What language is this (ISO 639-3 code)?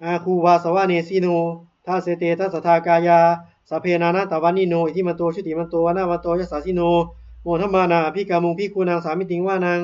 pli